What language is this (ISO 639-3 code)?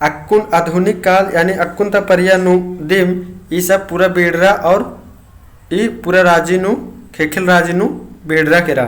kru